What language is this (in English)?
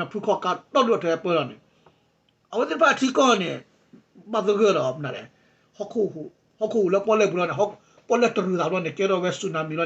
S'gaw Karen